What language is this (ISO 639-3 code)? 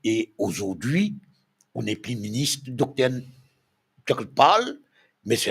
mfe